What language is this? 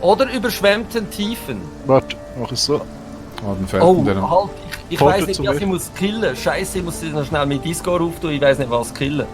Swiss German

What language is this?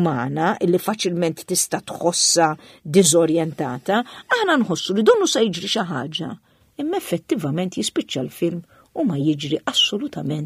Maltese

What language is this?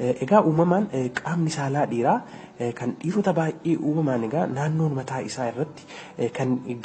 Oromo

